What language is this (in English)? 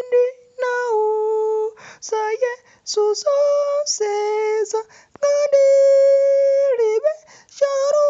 Nyanja